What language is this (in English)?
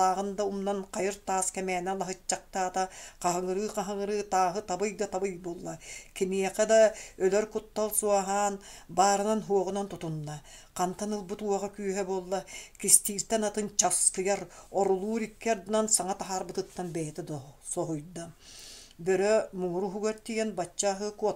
Yakut